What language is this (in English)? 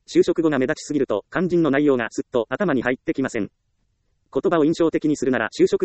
Japanese